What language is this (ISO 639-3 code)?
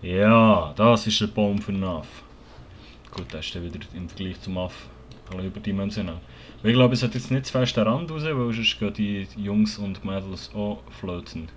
gsw